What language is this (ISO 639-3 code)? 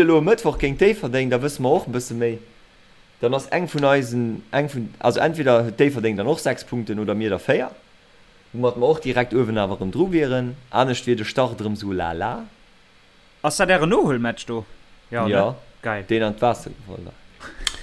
ltz